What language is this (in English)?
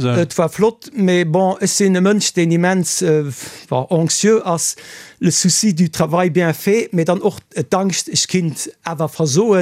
Luxembourgish